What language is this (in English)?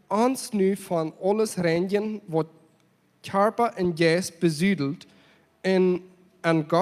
Plautdietsch